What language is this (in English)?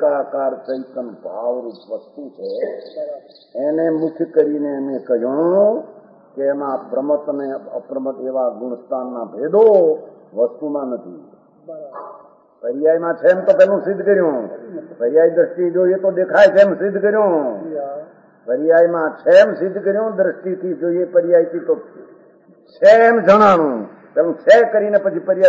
Gujarati